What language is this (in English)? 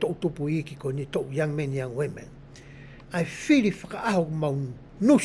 Tongan